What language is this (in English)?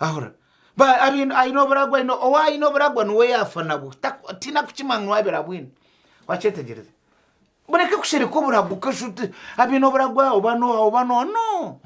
Nyankole